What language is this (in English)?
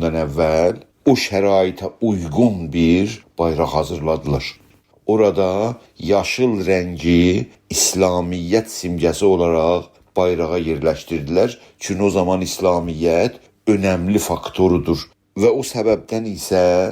South Azerbaijani